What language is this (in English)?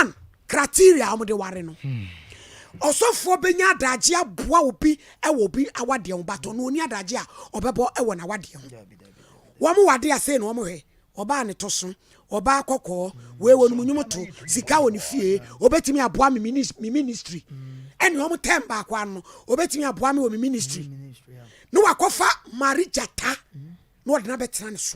Akan